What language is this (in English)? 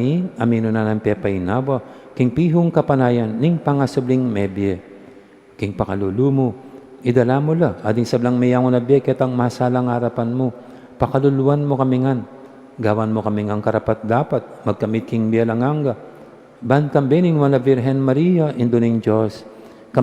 Pampanga